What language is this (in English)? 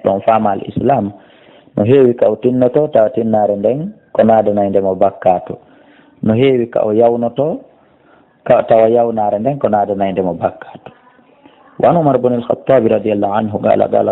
Fula